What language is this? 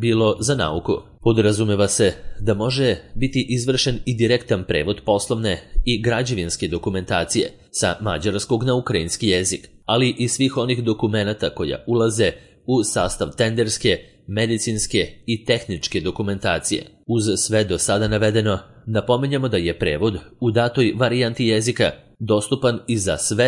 Serbian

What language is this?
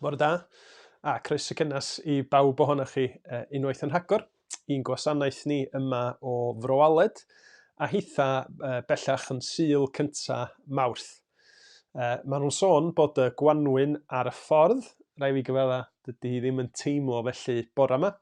Welsh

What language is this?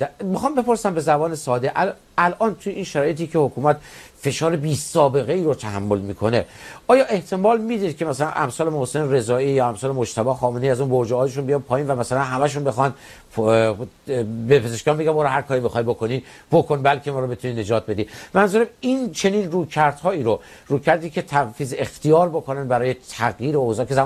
Persian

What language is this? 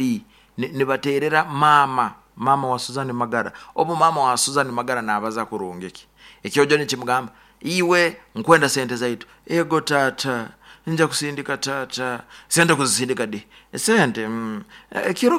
Nyoro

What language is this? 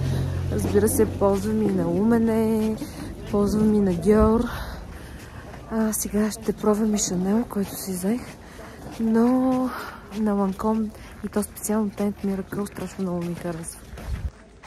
Bulgarian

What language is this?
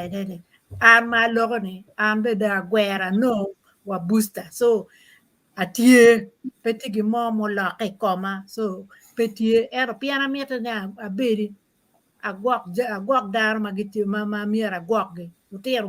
Acoli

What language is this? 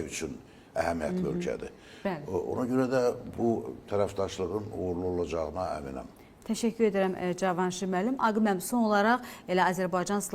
Azerbaijani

